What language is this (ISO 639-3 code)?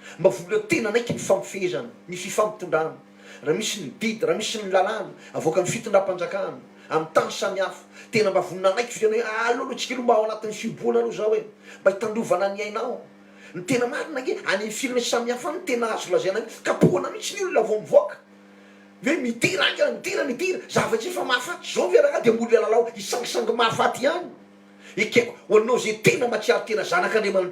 mlg